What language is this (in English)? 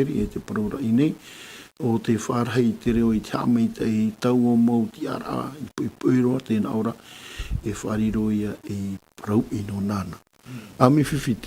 Tahitian